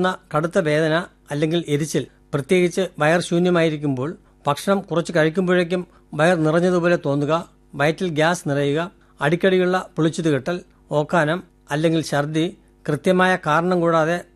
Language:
Malayalam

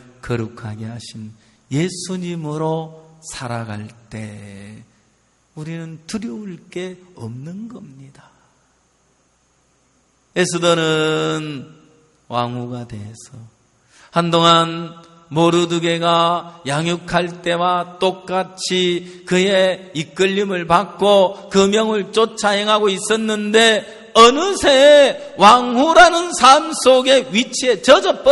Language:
Korean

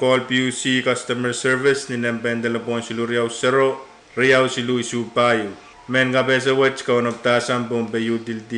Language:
Pohnpeian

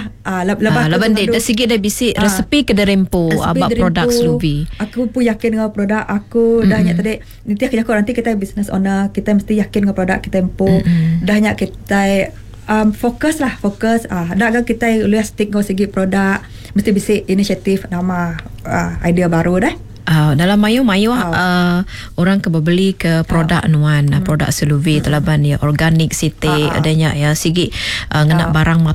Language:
Iban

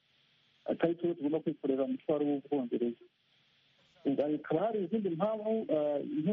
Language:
Kinyarwanda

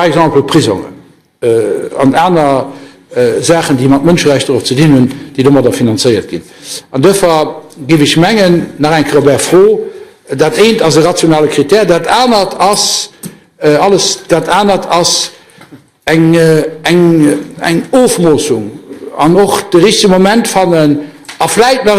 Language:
Luxembourgish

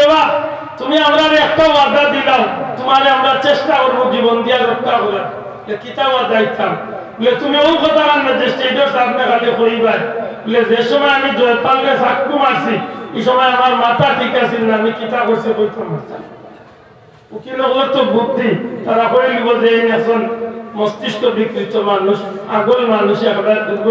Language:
Sylheti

